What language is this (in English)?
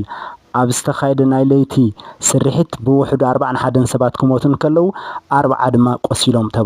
Tigrinya